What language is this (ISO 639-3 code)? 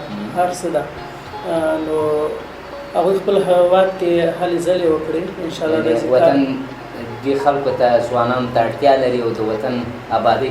pus